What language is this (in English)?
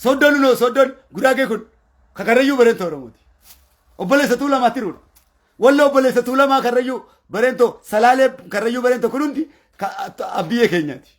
Oromo